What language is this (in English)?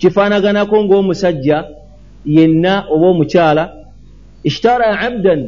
Ganda